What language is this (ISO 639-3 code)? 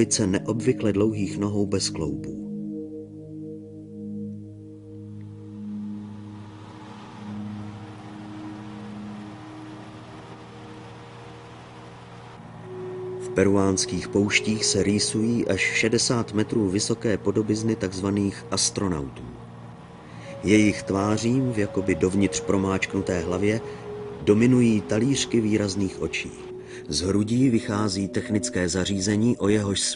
ces